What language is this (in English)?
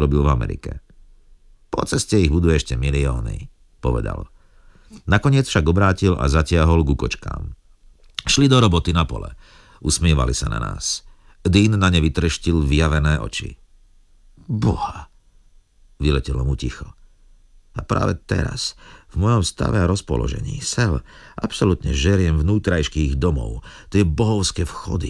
Slovak